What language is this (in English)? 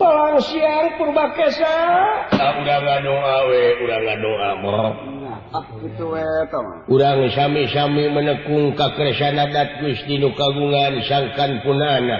Sundanese